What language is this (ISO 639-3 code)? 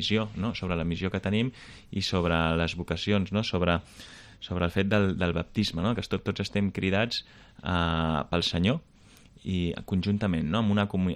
cat